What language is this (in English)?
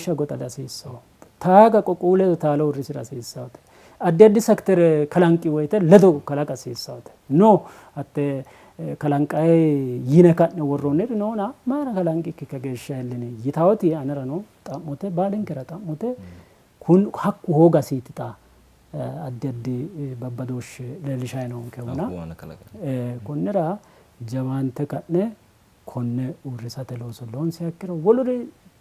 Sidamo